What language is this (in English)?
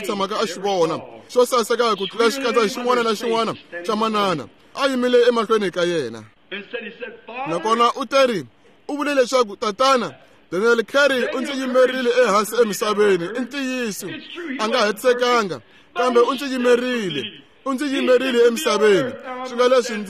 Tsonga